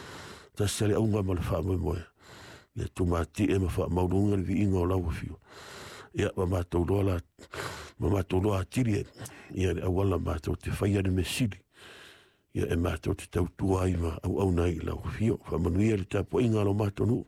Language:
Samoan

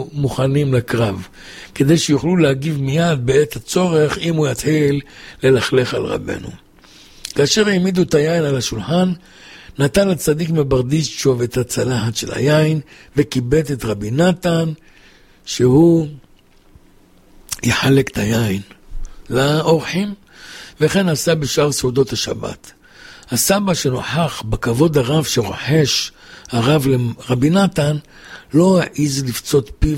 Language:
Hebrew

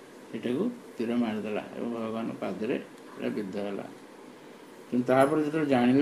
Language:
Odia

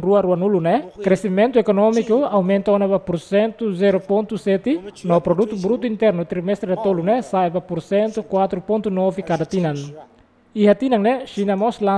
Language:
Tetum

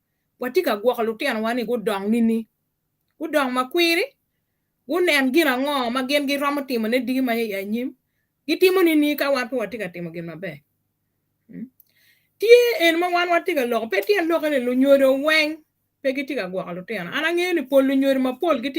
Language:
Acoli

